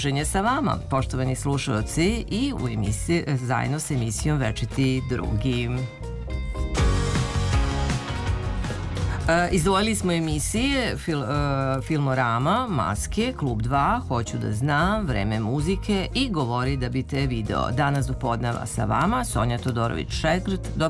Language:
Serbian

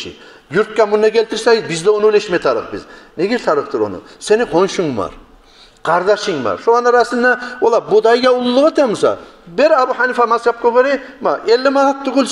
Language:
Kumyk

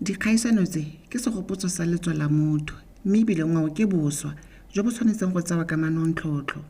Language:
Tswana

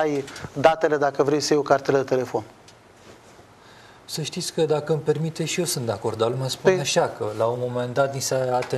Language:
Romanian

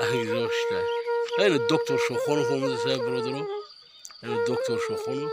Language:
Tajik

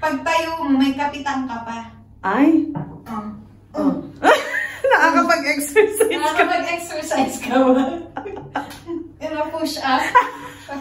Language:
Filipino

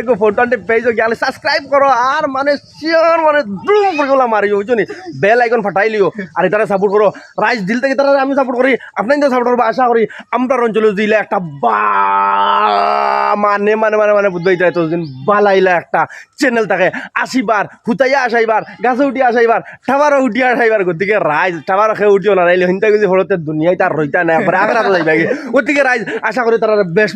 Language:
Sylheti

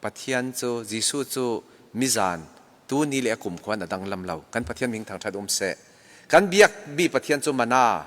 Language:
Falam Chin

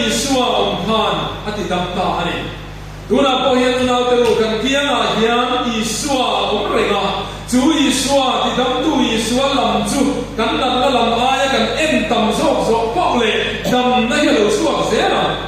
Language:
Mizo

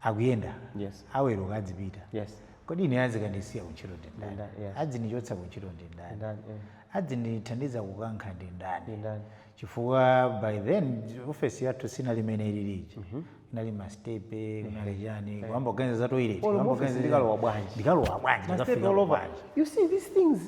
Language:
Nyanja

